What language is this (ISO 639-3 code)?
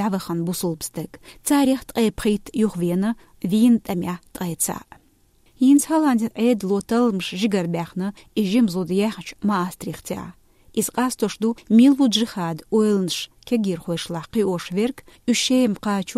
che